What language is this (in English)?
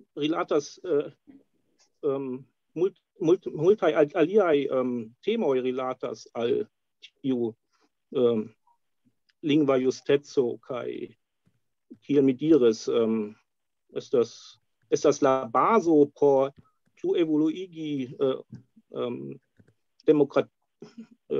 Esperanto